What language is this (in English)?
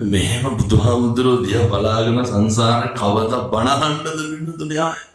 Sinhala